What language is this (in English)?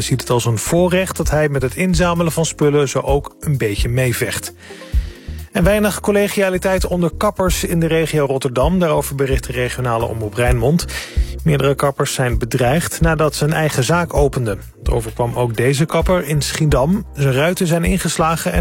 Dutch